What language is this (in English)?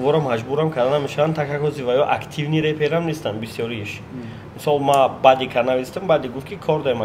Tajik